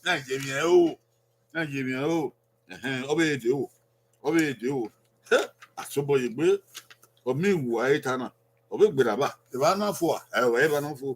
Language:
Bini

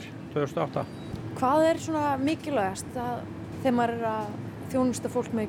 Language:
Icelandic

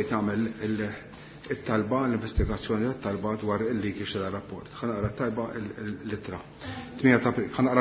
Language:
Maltese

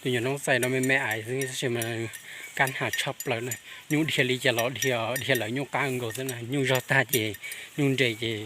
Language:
Hmong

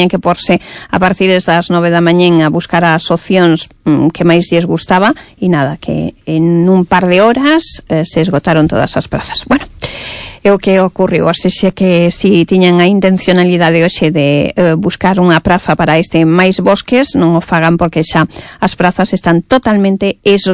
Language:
Galician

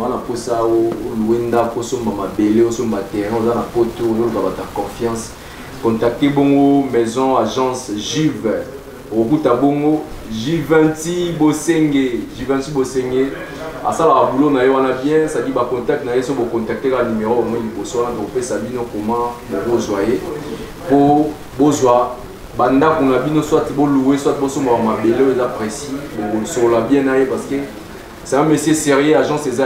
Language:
Lingala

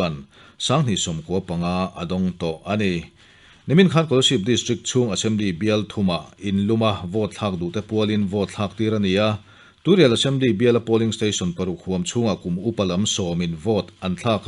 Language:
Mizo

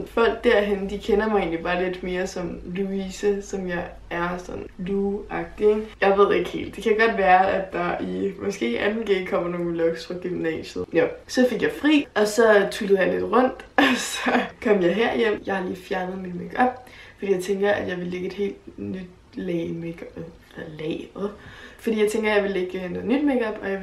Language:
Danish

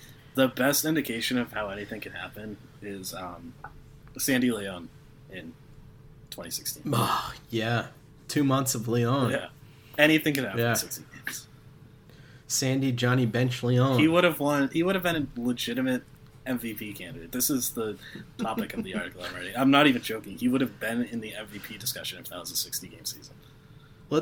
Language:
English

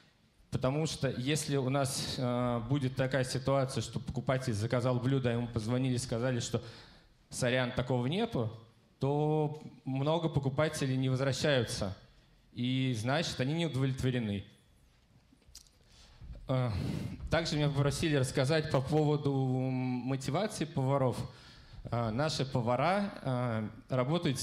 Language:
Russian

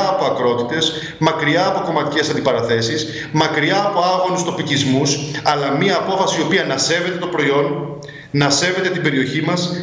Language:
Greek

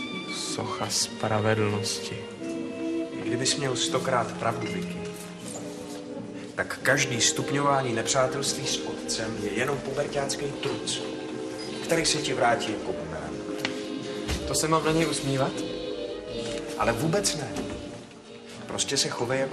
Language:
Czech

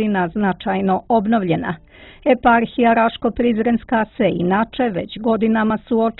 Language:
Serbian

